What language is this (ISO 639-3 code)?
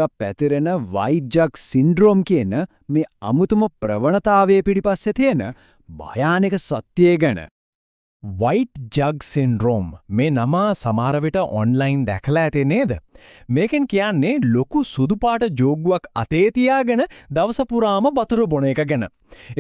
sin